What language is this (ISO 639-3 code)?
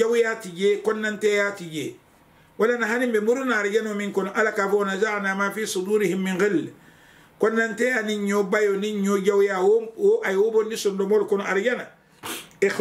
man